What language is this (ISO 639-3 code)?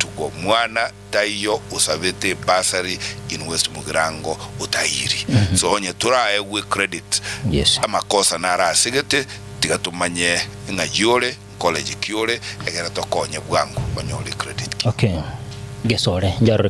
guz